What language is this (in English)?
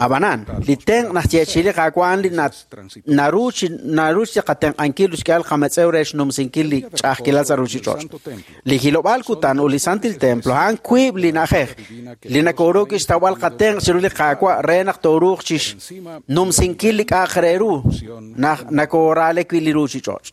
Kekchí